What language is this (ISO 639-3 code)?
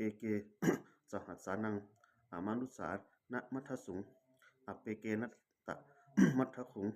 pli